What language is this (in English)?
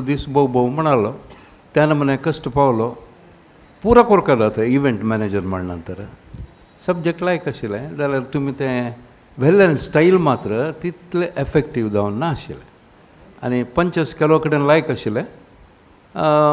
Konkani